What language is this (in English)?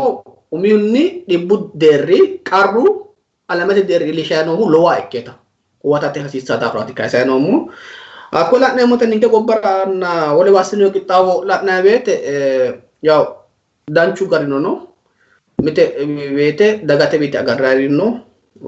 Sidamo